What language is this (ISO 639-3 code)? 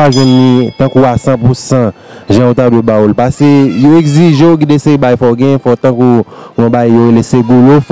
hat